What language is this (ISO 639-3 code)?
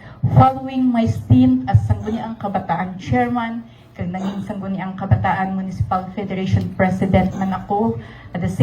hil